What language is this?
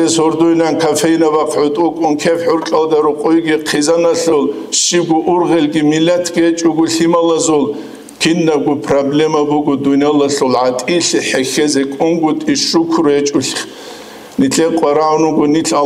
Avaric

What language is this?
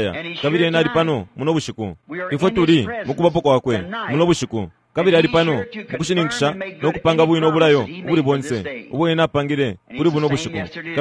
Bemba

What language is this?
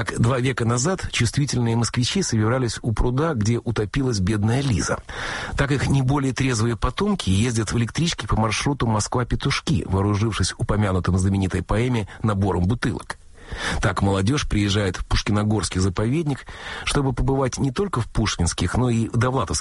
Russian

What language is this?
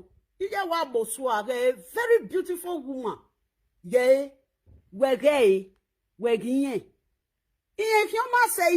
Nigerian Pidgin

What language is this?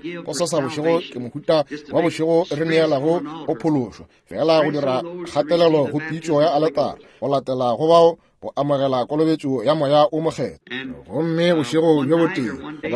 Northern Sotho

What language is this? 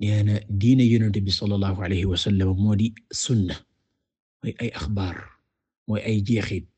Wolof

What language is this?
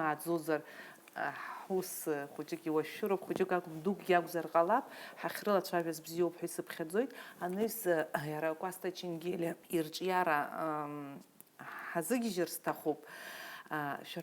Abkhazian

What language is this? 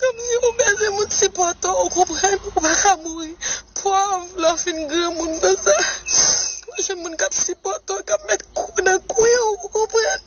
Haitian Creole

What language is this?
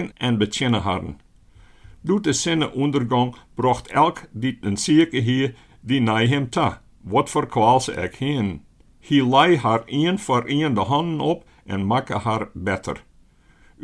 Western Frisian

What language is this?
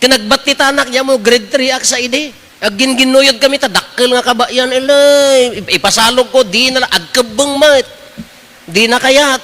Iloko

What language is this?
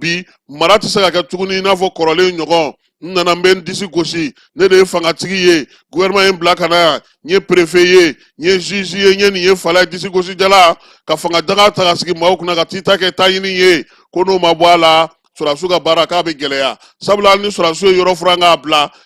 Bambara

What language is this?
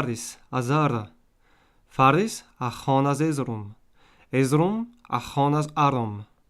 Breton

